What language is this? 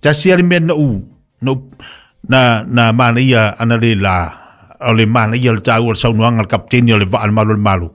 Samoan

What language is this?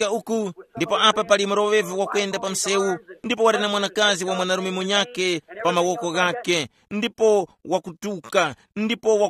Tumbuka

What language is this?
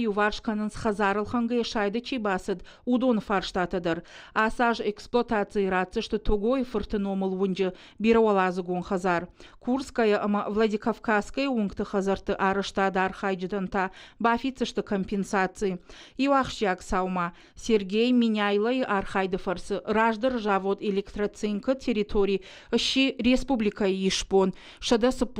Ossetic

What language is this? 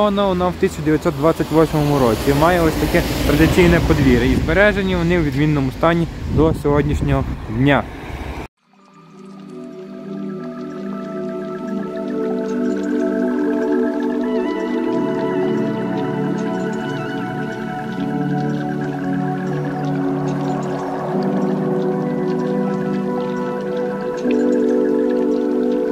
Ukrainian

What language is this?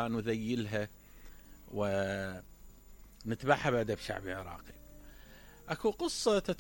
Mesopotamian Arabic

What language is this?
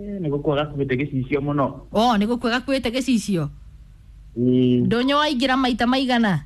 Kikuyu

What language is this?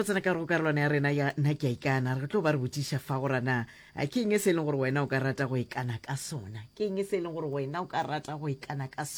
Northern Sotho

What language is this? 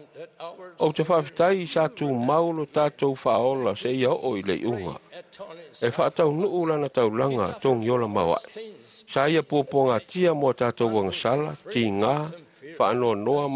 Samoan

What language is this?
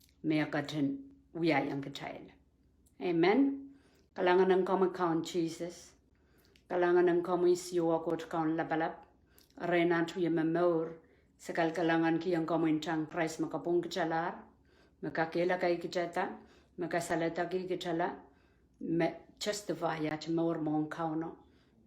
Pohnpeian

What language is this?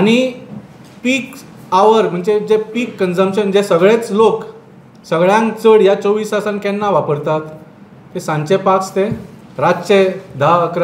Konkani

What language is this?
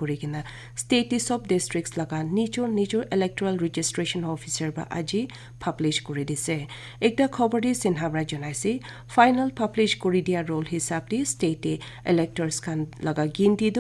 Naga Pidgin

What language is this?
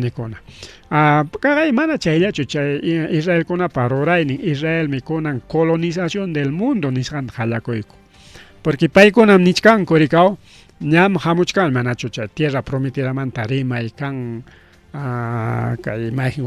Ayacucho Quechua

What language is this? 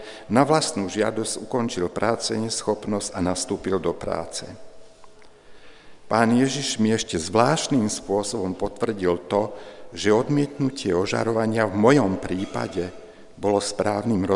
Slovak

